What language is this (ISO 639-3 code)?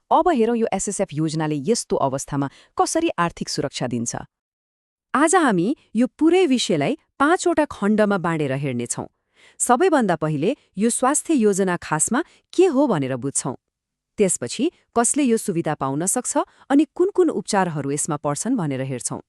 nep